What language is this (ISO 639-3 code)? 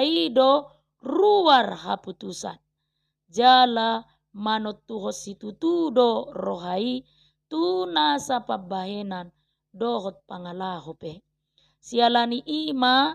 bbc